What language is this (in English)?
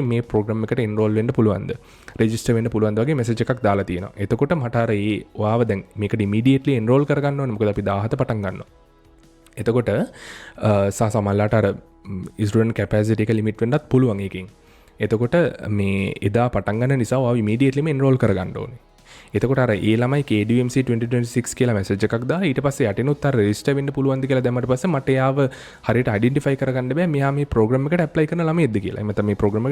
Sinhala